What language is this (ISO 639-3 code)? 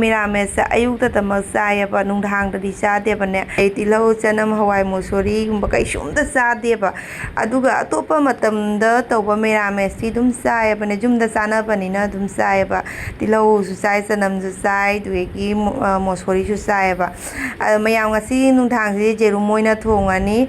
mni